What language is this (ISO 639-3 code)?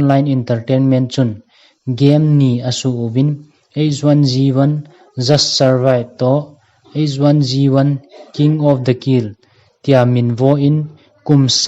tcz